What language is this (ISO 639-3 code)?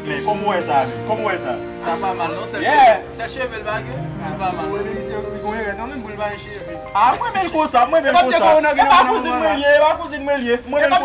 hat